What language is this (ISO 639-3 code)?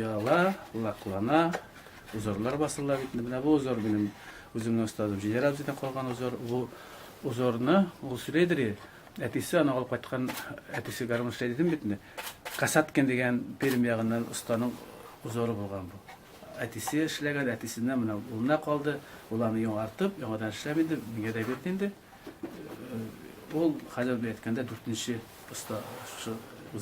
tat